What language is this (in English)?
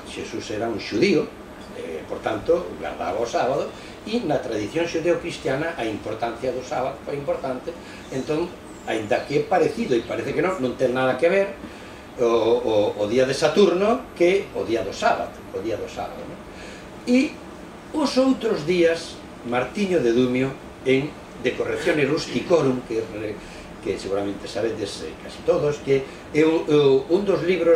Galician